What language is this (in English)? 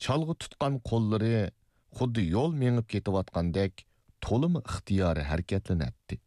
Uyghur